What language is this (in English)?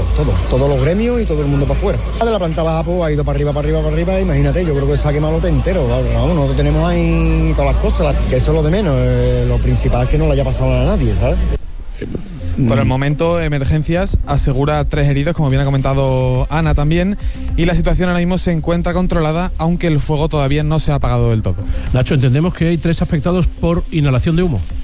Spanish